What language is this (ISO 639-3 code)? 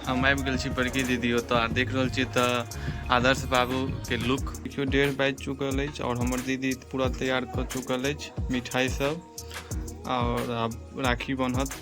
mai